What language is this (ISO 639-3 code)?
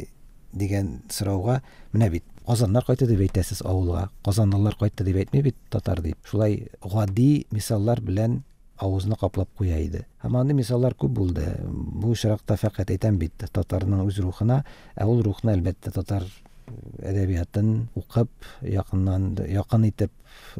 tat